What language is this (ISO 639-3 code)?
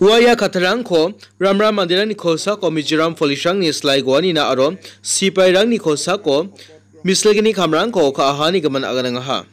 grt